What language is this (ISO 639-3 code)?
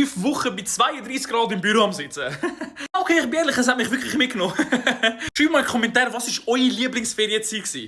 gsw